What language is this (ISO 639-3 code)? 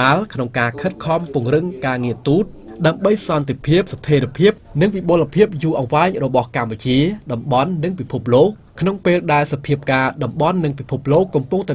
khm